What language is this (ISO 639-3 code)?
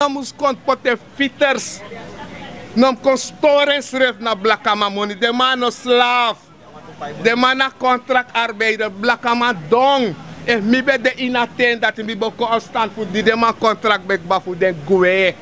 srn